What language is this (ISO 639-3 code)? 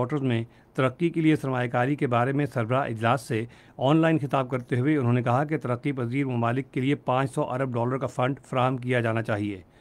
urd